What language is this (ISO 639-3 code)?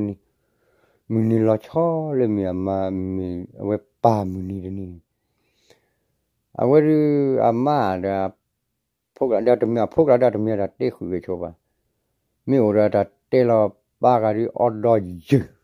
ksw